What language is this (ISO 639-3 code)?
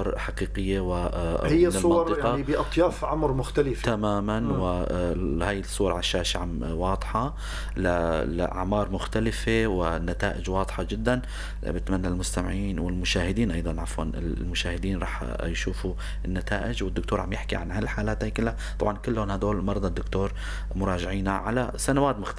apc